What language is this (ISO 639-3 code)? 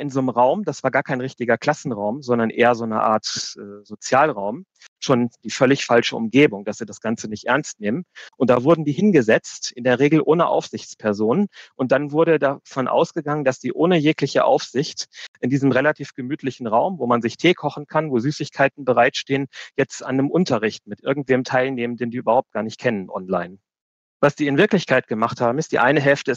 deu